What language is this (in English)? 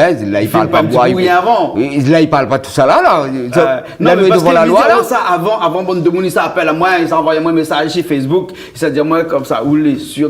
Réunion Creole French